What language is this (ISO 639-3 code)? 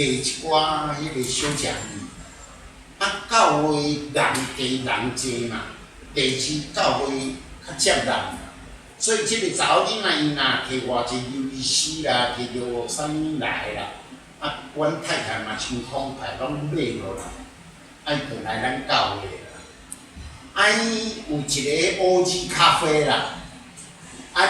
nan